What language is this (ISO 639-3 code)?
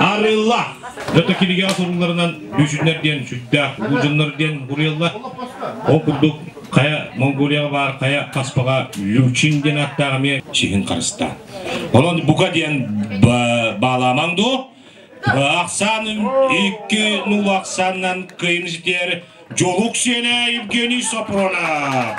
sah